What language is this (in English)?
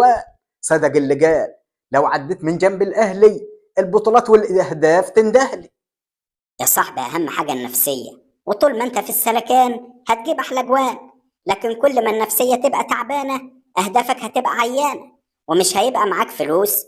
Egyptian Arabic